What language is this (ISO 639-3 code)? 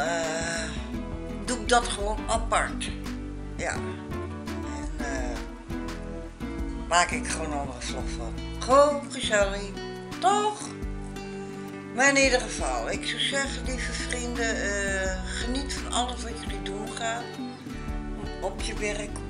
nld